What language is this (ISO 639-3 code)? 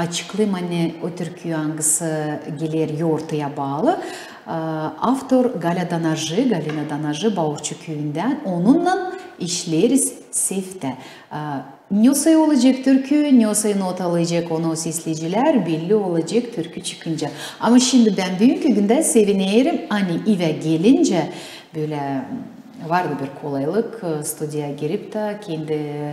gag